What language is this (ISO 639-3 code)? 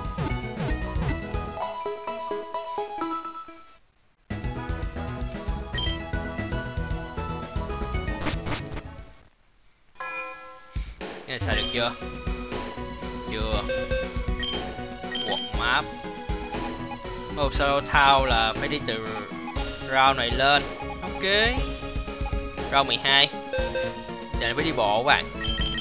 vie